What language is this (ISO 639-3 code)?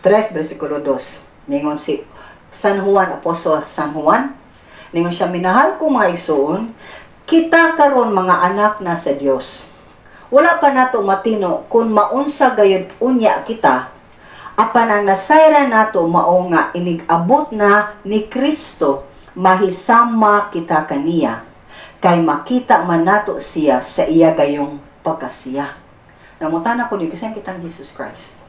ceb